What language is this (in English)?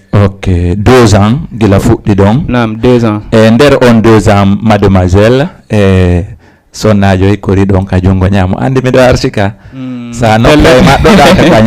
Fula